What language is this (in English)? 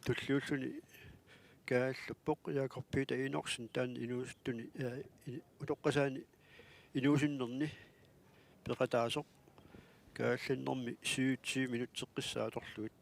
Kalaallisut